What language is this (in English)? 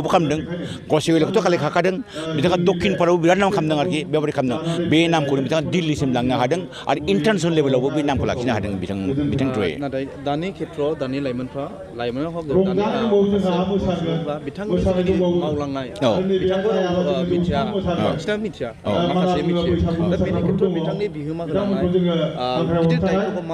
Bodo